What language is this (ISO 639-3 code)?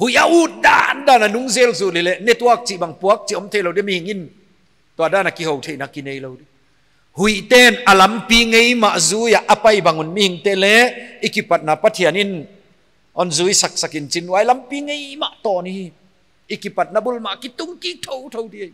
pck